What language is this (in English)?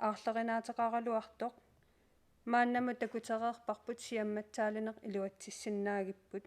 Kalaallisut